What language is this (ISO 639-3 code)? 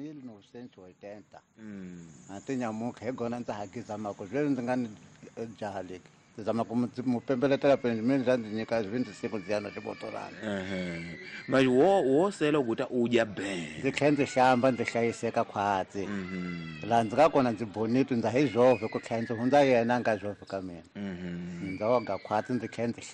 tso